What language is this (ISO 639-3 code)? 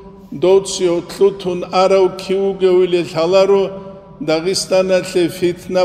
ava